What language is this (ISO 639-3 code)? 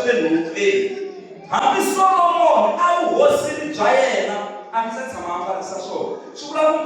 tso